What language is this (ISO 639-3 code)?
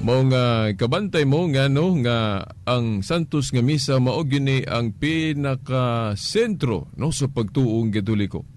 ceb